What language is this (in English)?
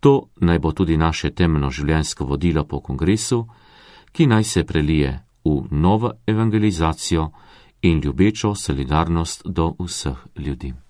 Slovenian